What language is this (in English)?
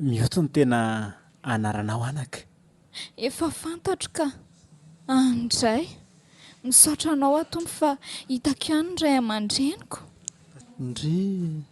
Malagasy